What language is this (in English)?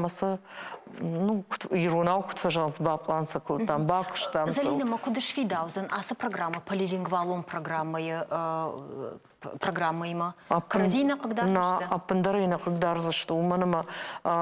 Ossetic